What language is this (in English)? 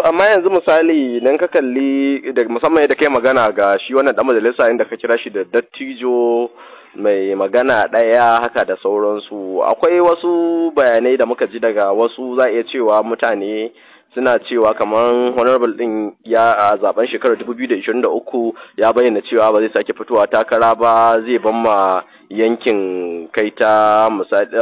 Hausa